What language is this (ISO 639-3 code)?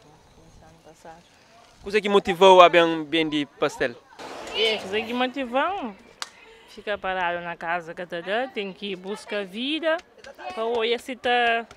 kea